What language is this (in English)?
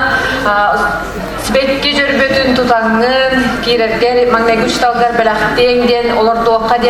Yakut